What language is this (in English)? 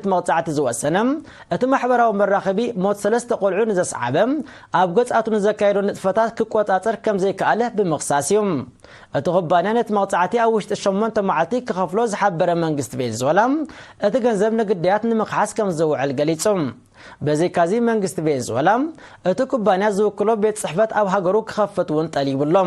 Tigrinya